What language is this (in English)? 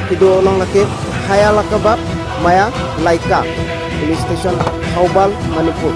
Karbi